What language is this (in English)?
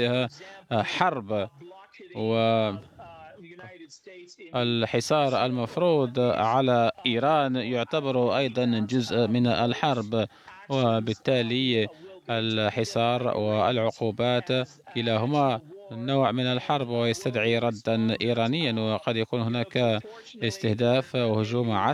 Arabic